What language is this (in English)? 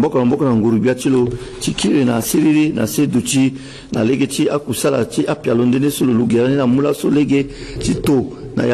Sango